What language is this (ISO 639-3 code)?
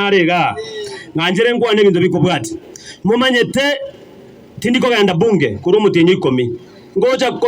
guz